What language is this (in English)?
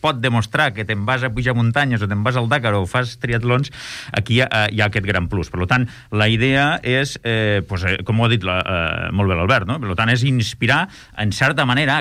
Catalan